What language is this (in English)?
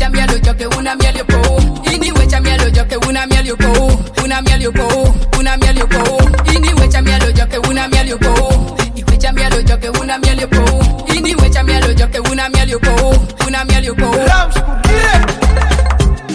Swahili